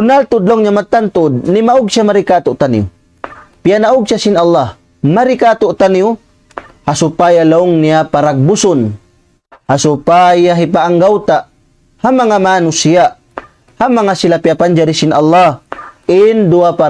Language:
Tausug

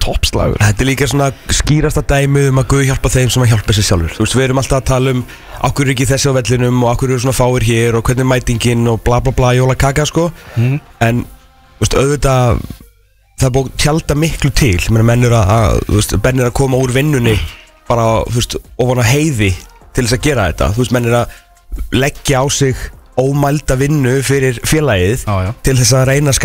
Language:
Icelandic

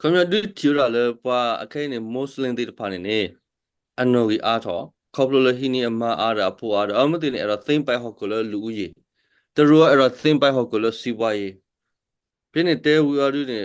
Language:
S'gaw Karen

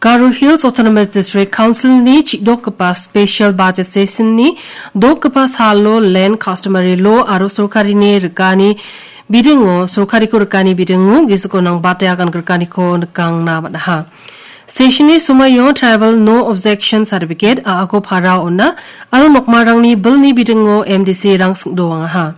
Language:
Garo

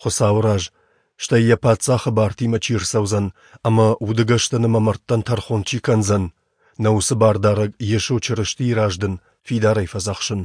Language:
Ossetic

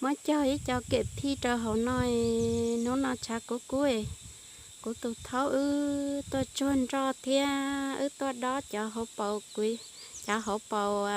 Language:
Hmong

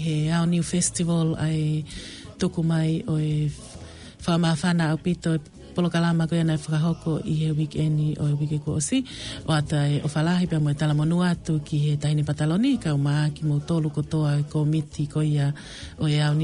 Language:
Tongan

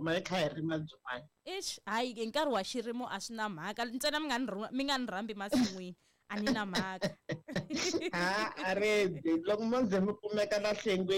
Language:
Tsonga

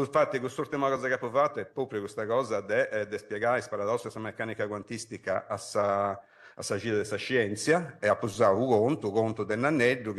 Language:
Sardinian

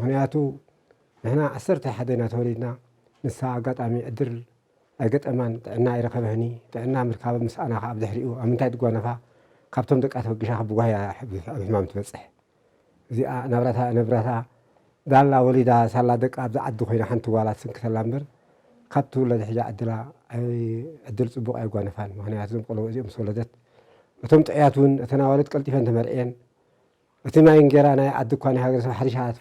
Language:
Tigrinya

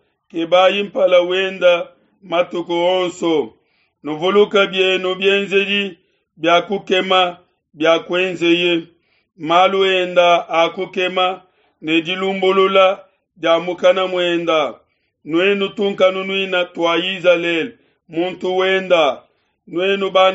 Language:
Luba-Lulua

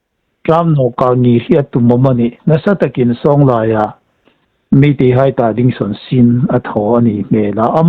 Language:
Hmar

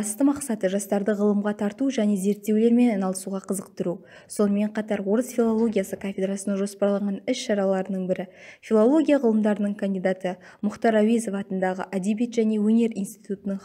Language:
Kazakh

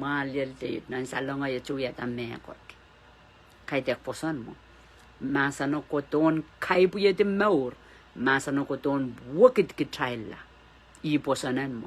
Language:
Pohnpeian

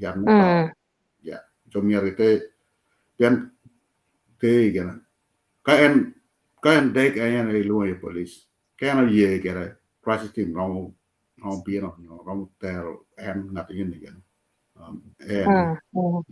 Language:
Acoli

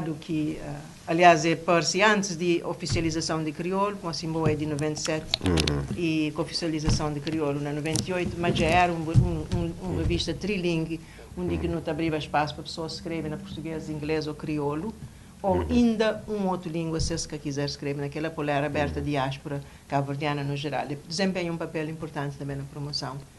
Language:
Kabuverdianu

